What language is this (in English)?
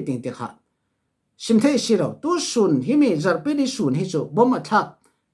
Falam Chin